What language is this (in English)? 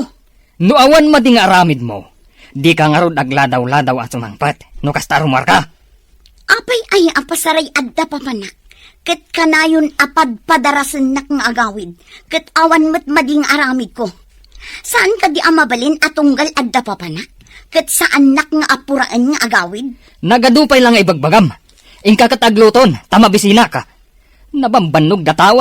Iloko